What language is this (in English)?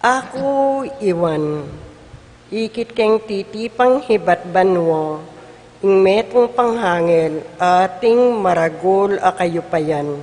Pampanga